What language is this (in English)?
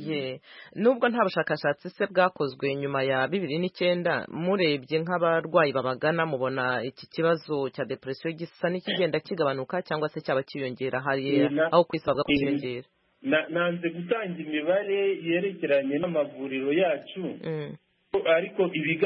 Kinyarwanda